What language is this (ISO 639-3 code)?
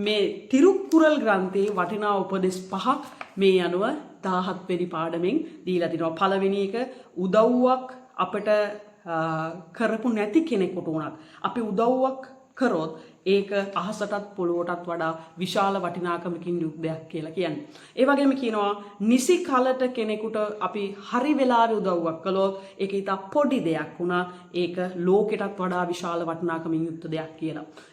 sin